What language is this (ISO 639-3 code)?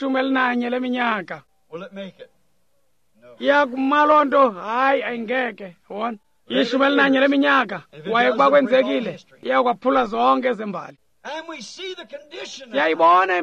xho